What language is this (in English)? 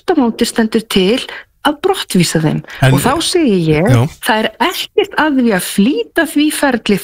Icelandic